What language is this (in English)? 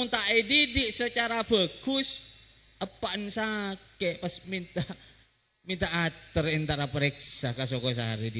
Madurese